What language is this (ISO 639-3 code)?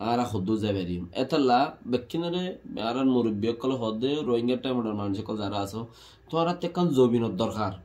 rhg